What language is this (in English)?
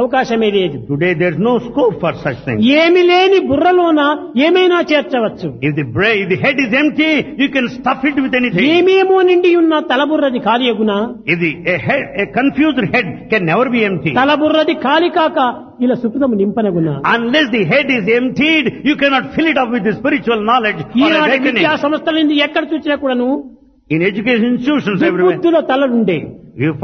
Telugu